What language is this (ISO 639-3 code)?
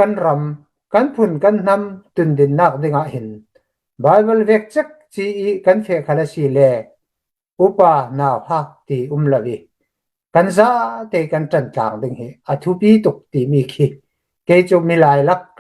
cnh